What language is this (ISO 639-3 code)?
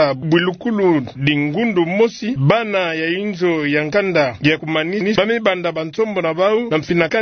ktu